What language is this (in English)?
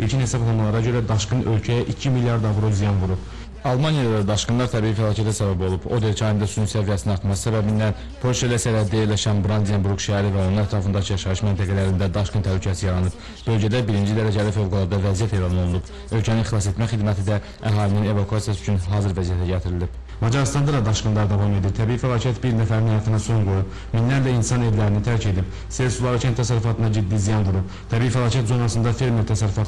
Azerbaijani